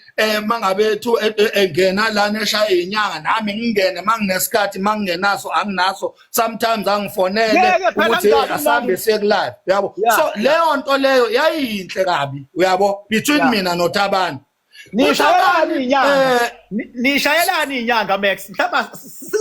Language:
Zulu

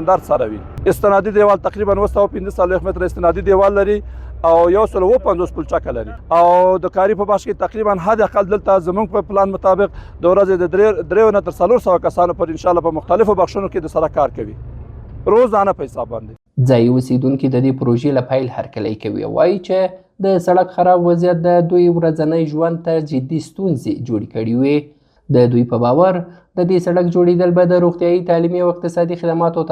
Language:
Pashto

